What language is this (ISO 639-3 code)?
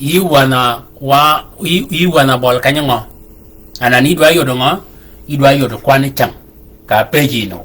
shk